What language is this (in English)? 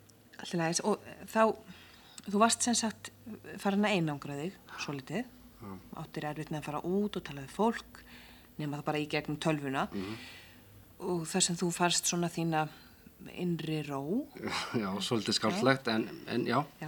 Icelandic